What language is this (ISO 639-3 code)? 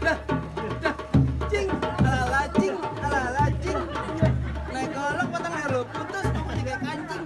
bew